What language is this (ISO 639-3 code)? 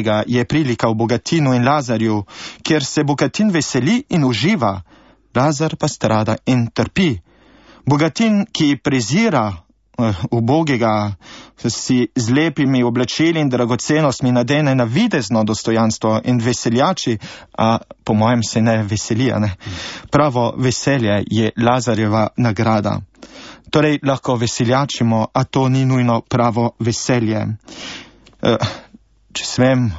slv